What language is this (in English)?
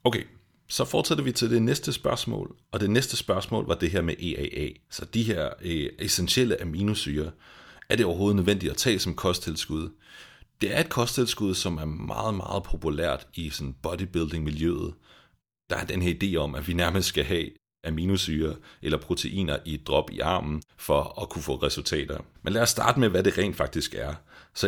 Danish